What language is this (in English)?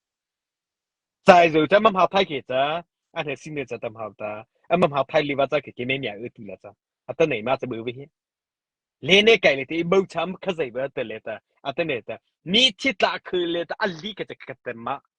Mara Chin